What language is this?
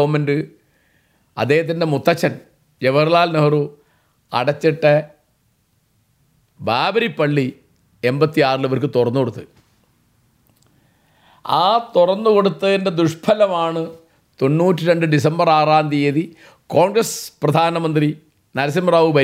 Malayalam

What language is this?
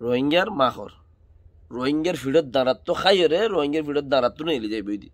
Rohingya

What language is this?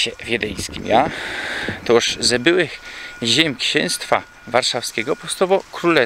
Silesian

